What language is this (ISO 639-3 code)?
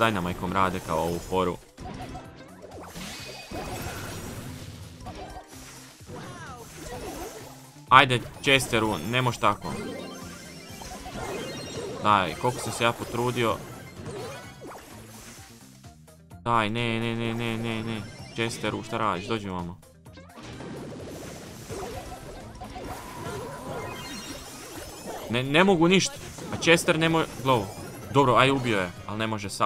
hrv